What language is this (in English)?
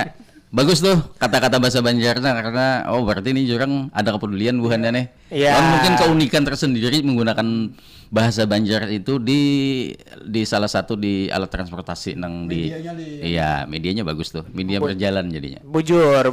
Banjar